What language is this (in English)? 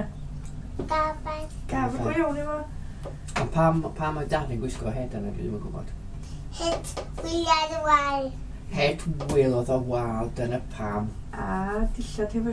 Welsh